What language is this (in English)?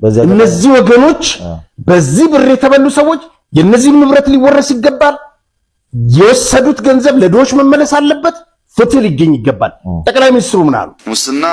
Amharic